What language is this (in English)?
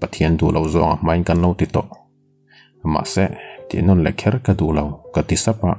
Mizo